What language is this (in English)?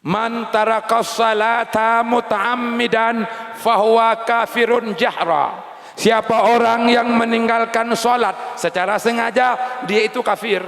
Achinese